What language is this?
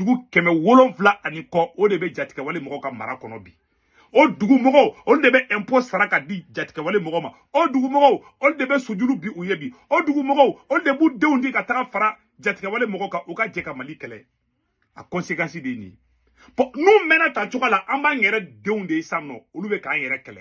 Bambara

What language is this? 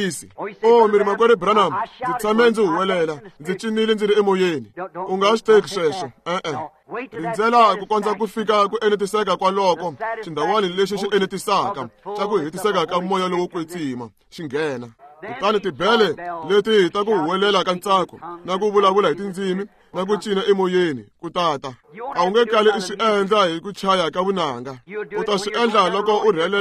Tsonga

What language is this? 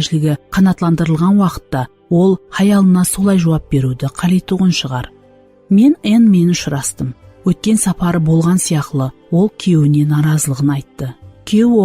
Kara-Kalpak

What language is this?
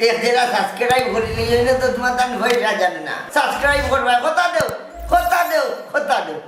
Sylheti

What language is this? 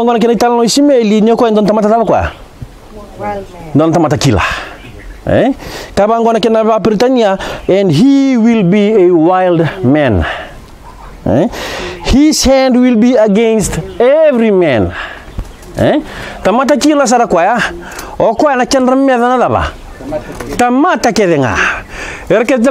Fijian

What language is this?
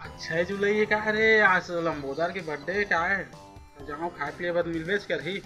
Chhattisgarhi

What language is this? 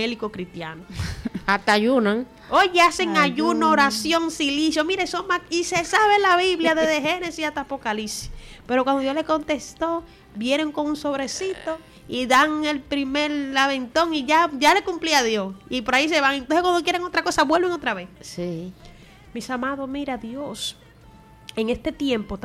Spanish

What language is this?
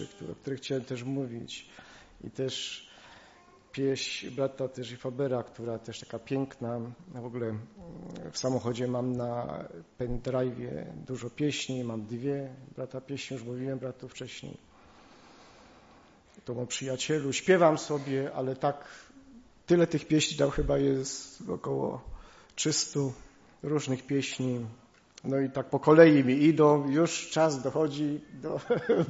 Polish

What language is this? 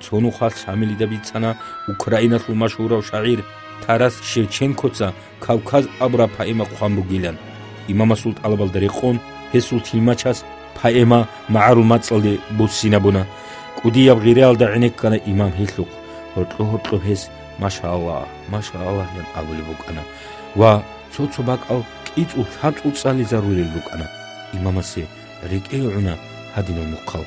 Avaric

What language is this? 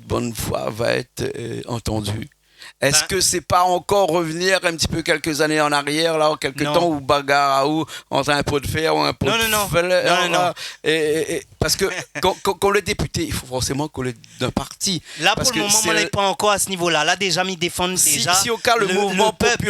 Réunion Creole French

